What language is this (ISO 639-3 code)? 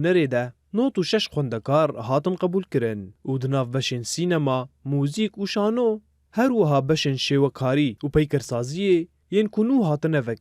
kur